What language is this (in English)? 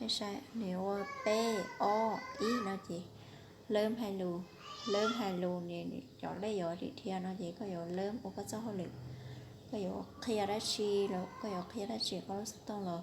Hmong